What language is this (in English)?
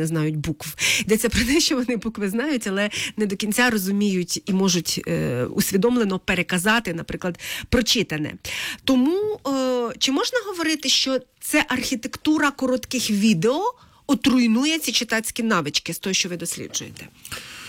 Ukrainian